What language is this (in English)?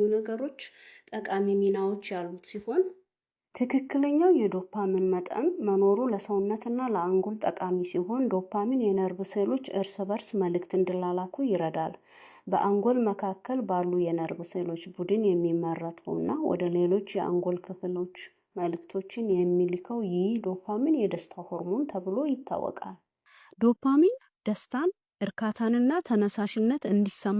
Amharic